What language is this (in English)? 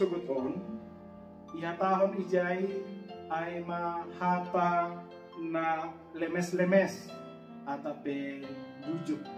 Batak Simalungun